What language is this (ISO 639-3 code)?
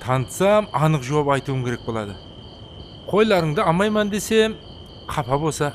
kaa